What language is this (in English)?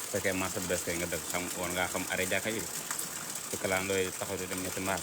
Wolof